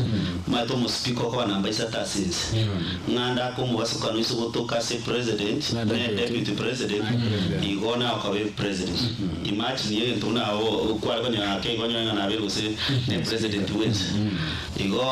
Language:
Gusii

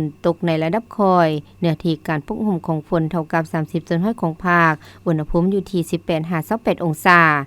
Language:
Lao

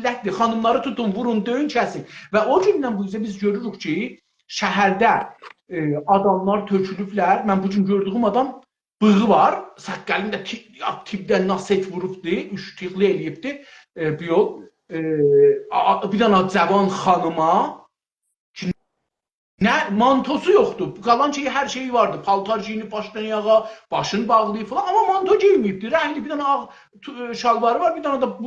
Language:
South Azerbaijani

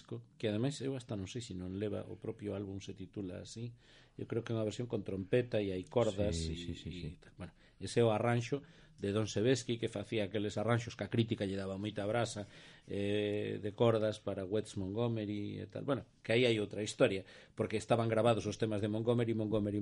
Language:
Galician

